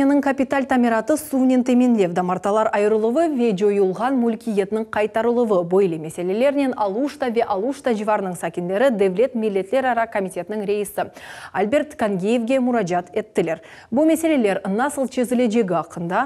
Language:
Crimean Tatar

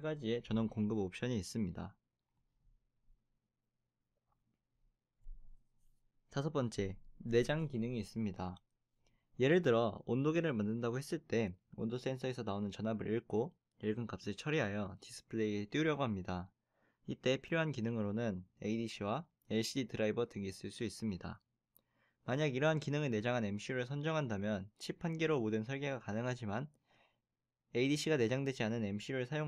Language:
Korean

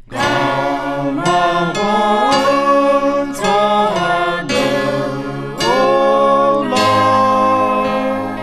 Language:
Akha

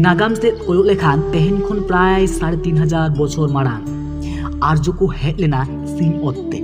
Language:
Santali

